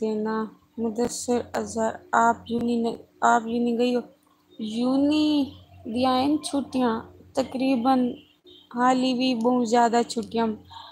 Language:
Saraiki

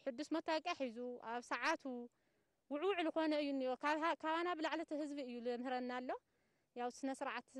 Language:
Tigrinya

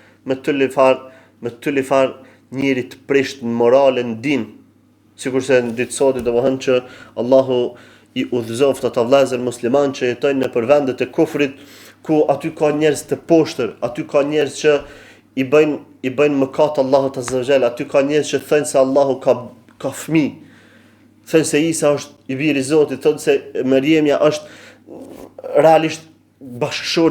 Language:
Albanian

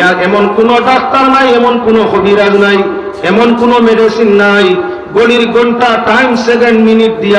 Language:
Sylheti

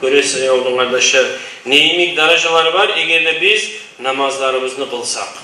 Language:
Kumyk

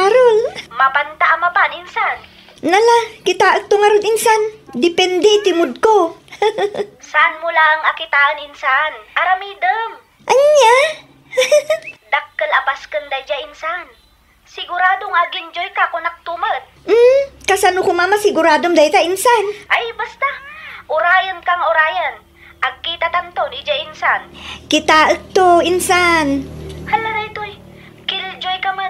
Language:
Iloko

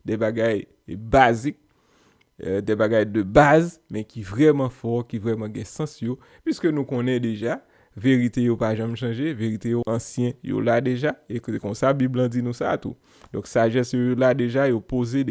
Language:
Haitian Creole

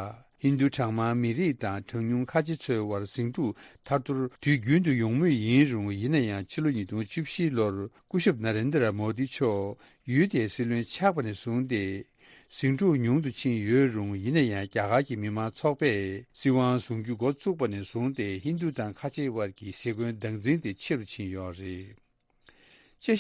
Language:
Tibetan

